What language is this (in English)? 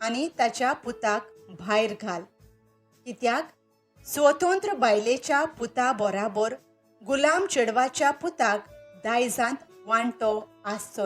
Konkani